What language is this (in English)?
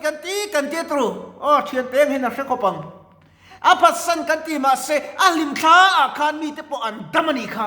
Mizo